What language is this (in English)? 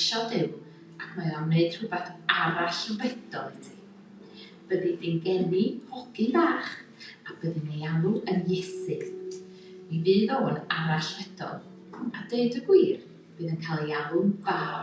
Welsh